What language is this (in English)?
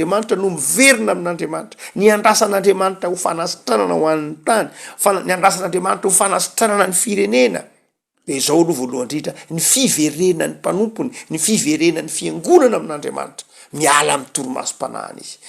Malagasy